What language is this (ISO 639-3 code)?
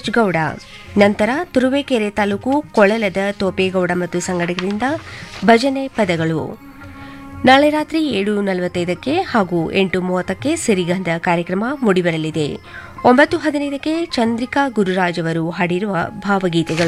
kan